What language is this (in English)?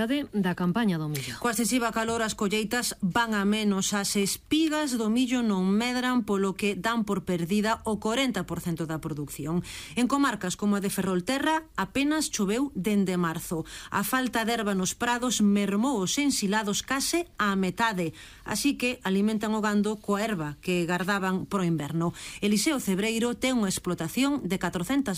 Galician